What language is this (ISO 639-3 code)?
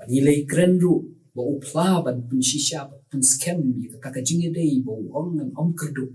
kha